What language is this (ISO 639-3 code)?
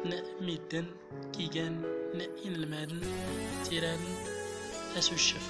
tzm